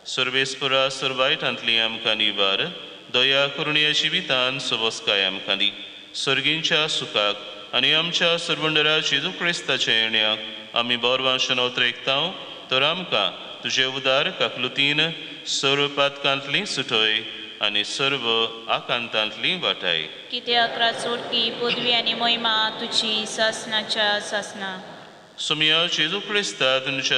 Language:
Konkani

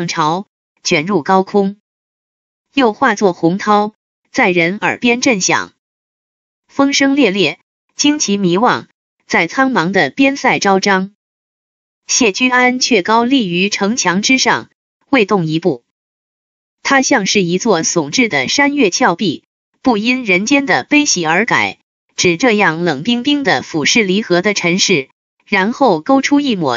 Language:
Chinese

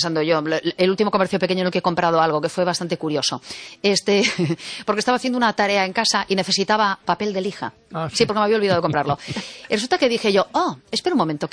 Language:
Spanish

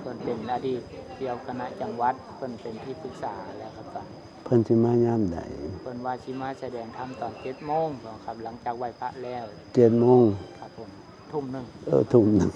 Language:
Northeastern Thai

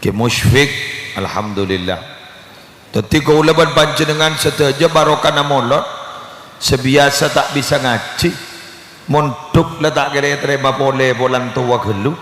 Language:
Madurese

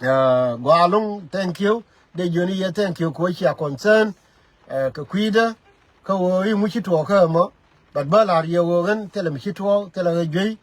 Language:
Nuer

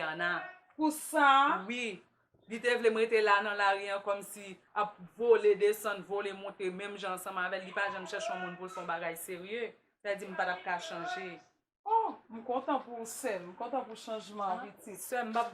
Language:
Haitian Creole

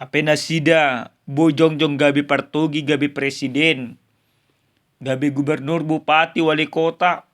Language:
Batak Toba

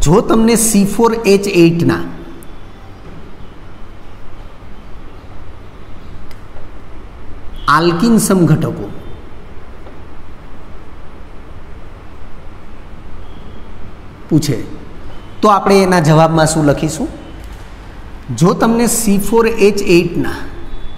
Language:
Gujarati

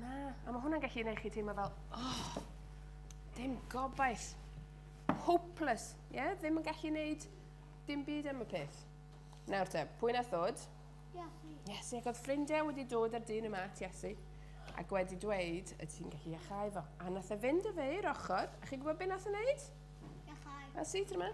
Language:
Welsh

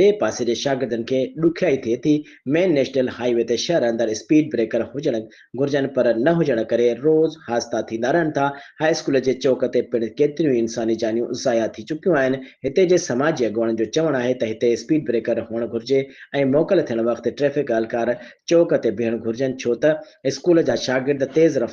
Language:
Sindhi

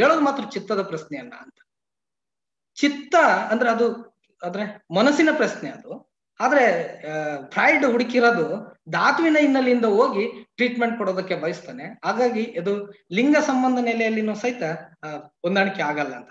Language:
Kannada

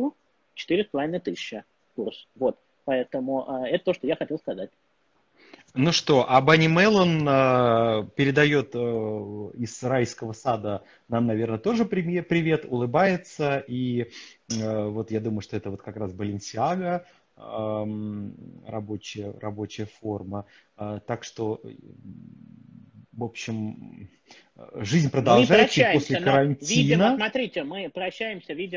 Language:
Russian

